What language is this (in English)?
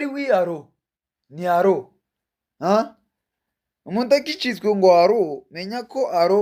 Kinyarwanda